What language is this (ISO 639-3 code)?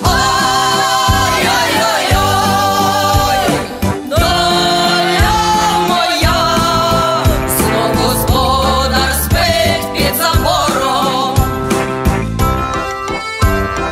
ukr